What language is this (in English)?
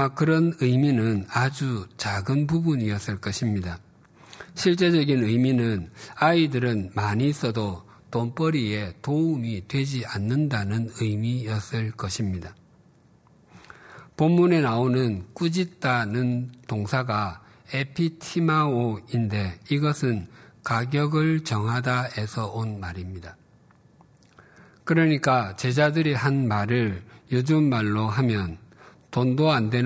Korean